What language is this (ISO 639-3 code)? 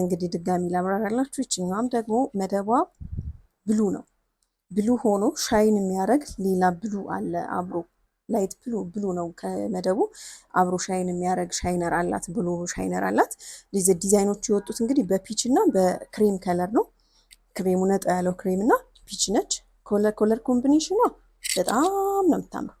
amh